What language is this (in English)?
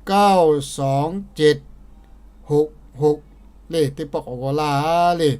Lahu